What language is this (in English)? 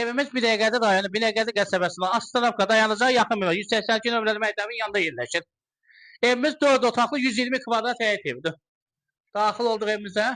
Azerbaijani